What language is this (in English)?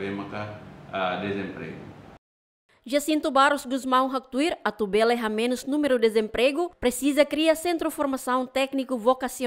Tetum